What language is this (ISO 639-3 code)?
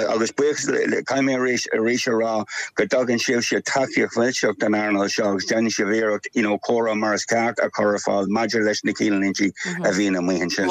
gle